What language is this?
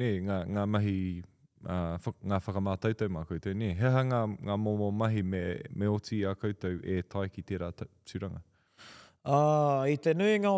Māori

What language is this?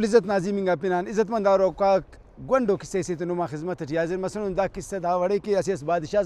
Brahui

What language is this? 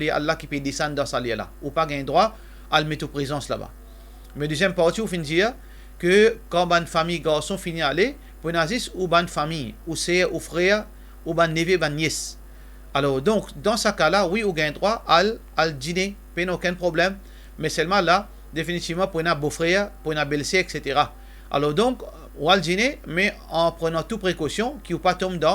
Morisyen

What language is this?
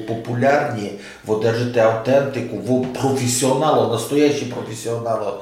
Rusyn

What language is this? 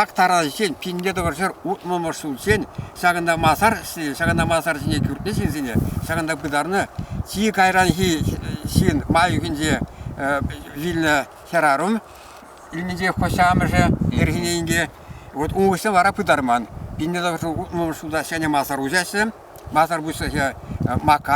Chuvash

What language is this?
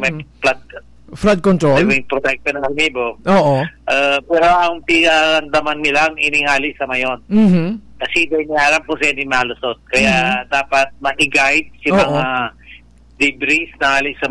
Bikol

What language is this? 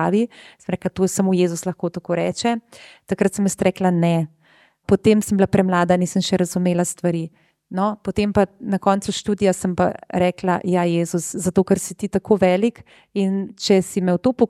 Slovenian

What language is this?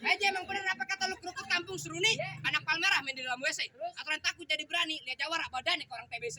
Betawi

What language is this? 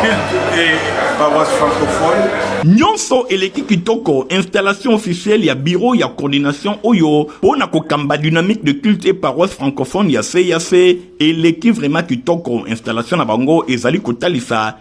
Lingala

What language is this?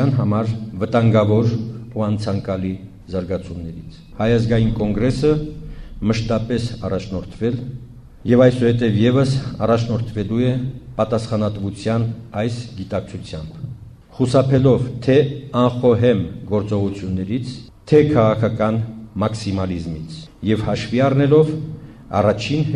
Armenian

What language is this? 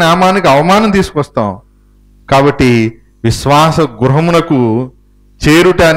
Telugu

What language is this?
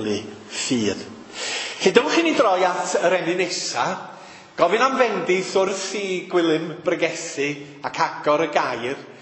Welsh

